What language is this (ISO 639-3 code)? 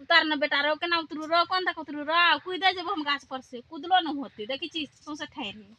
mai